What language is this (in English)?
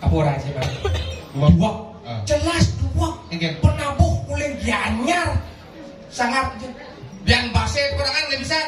Balinese